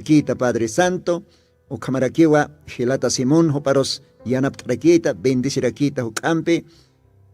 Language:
Aymara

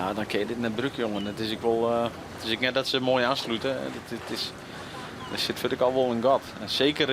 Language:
Western Frisian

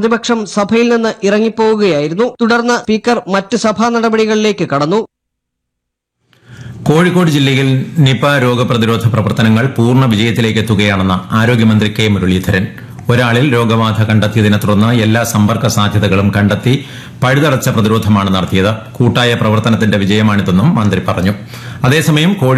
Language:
Malayalam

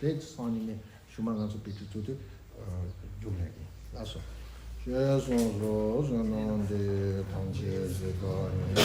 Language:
Tibetan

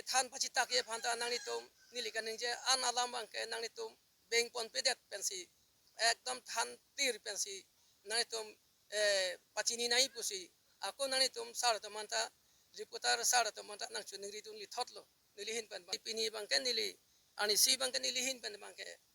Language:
Karbi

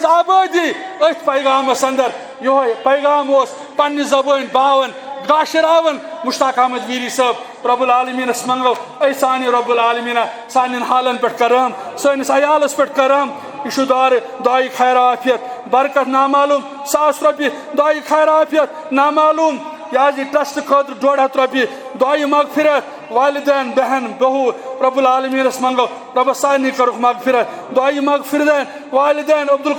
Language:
Kashmiri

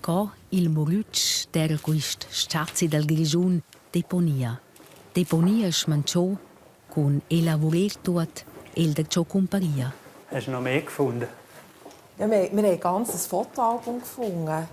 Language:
Romansh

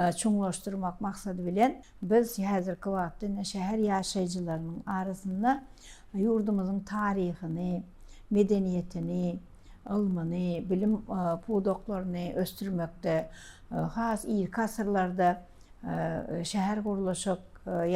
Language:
Turkmen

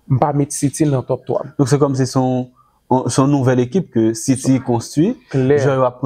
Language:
Haitian Creole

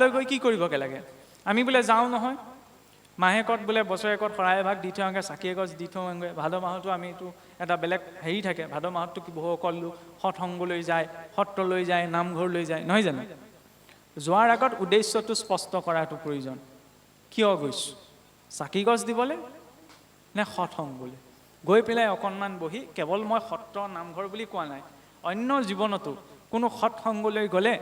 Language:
Assamese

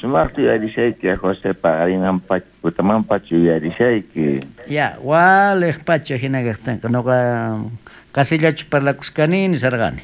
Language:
South Bolivian Quechua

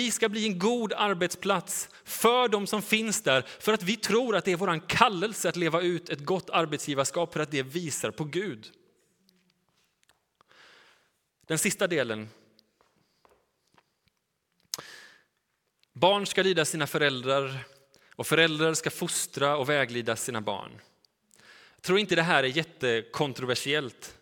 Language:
Swedish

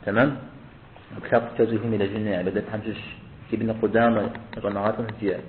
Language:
Kabardian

